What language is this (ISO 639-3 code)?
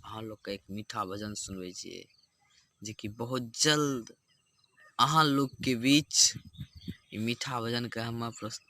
mai